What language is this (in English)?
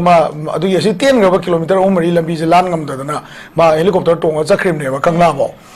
Manipuri